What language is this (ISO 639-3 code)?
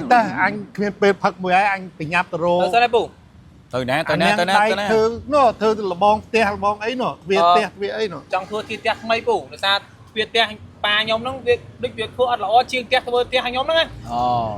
khm